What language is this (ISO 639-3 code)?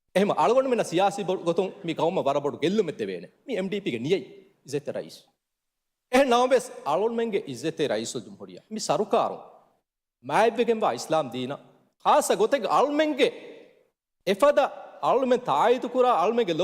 div